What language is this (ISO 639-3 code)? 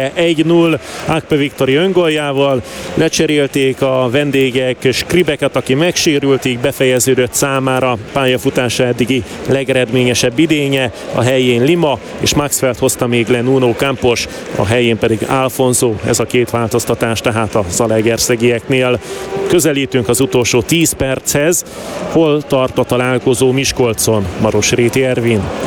hun